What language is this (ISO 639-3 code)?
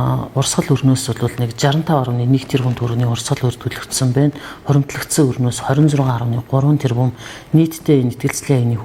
mon